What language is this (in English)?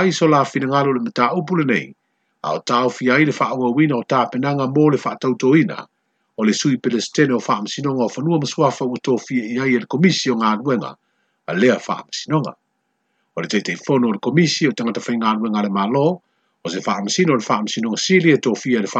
Samoan